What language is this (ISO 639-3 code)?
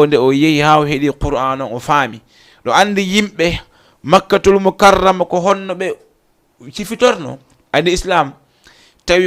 ful